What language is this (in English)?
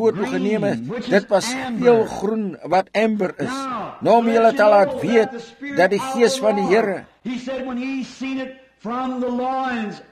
Afrikaans